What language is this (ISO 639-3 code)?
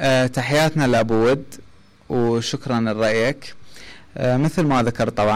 acm